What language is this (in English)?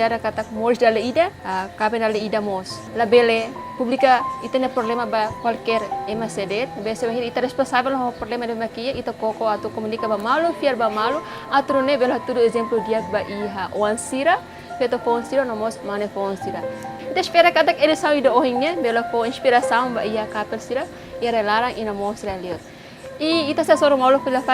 Tetum